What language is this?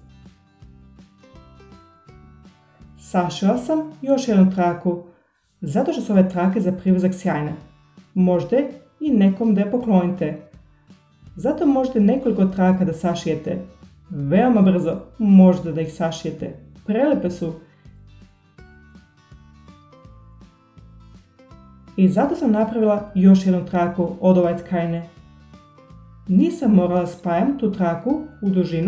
Serbian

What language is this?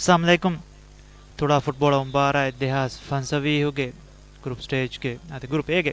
Divehi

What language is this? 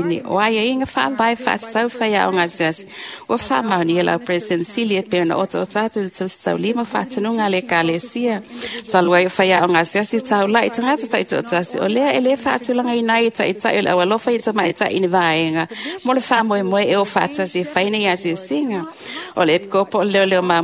Samoan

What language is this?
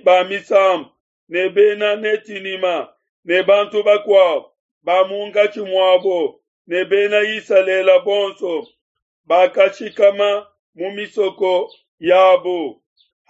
Luba-Lulua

